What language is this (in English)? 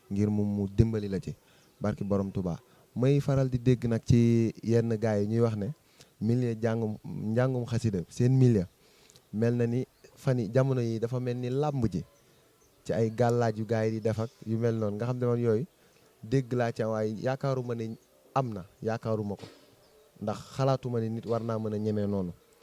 Wolof